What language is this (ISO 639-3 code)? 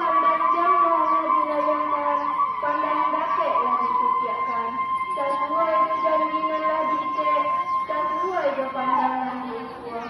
min